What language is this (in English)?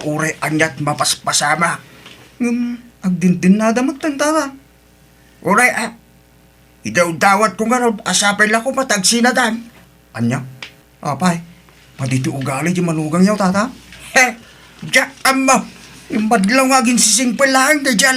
Iloko